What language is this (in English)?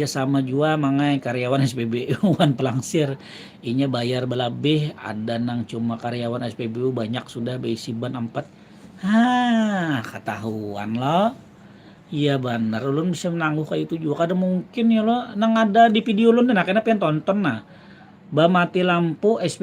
Banjar